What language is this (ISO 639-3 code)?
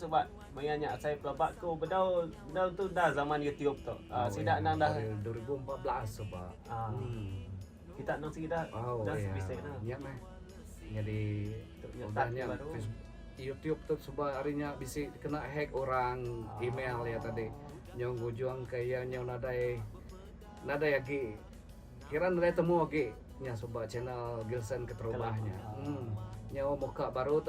iba